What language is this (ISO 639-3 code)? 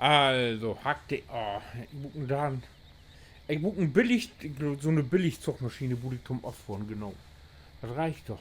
nds